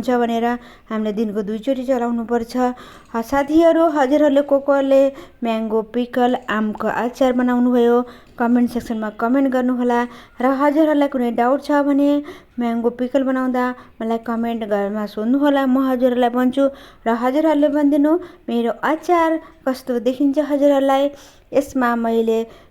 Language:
Nepali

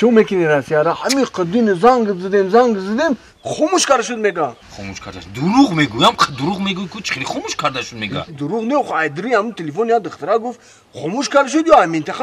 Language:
Tajik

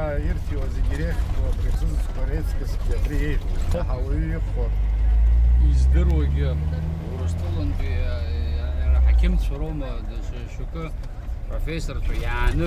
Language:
Abkhazian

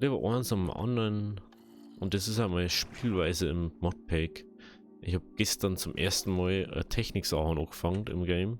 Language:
Bavarian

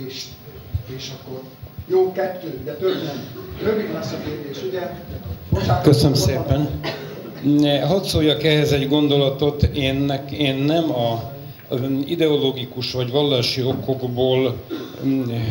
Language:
Hungarian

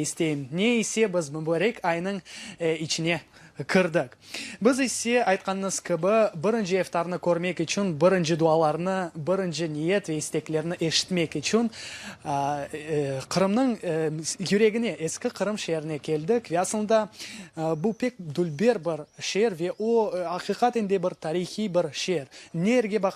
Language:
Crimean Tatar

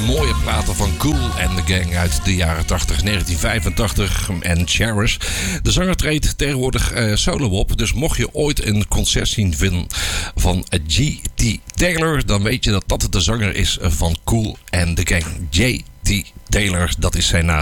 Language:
Dutch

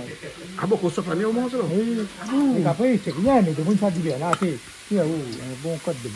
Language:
Réunion Creole French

